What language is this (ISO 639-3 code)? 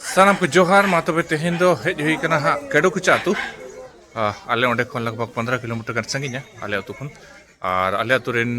sat